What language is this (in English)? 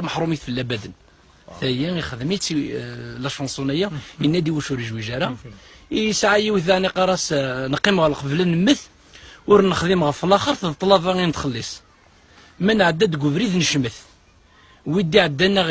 Kabyle